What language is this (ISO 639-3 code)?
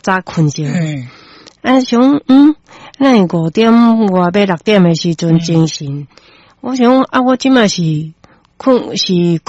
nan